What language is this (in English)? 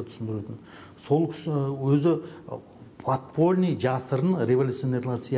Kazakh